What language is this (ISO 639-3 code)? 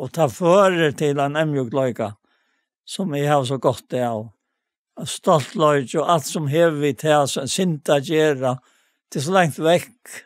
fao